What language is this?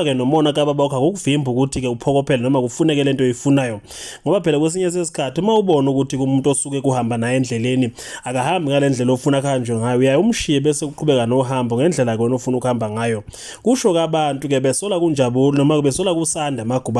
Zulu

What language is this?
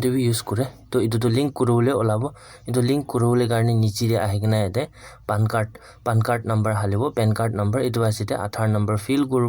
Naga Pidgin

